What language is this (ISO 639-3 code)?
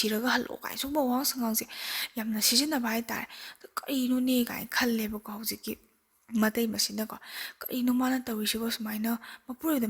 mni